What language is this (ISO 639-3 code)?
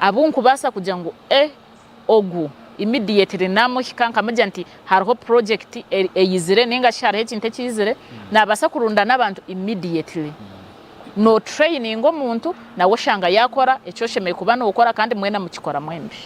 nyn